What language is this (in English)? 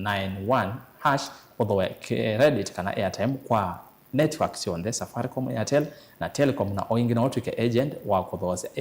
Kamba